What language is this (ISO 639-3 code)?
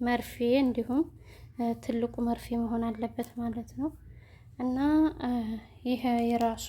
amh